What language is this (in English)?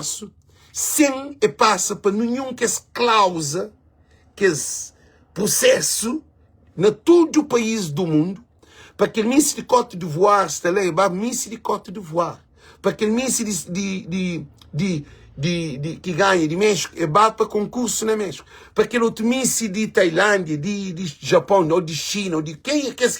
Kabuverdianu